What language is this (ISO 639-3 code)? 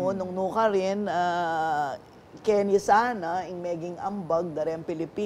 pam